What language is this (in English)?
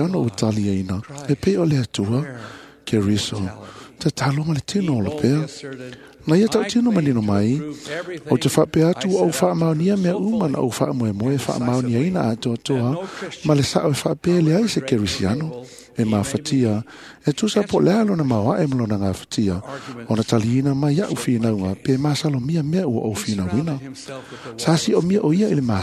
Samoan